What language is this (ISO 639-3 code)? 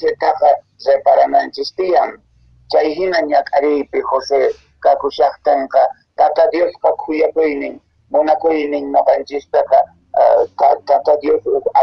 que